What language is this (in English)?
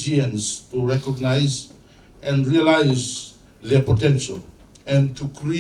Fijian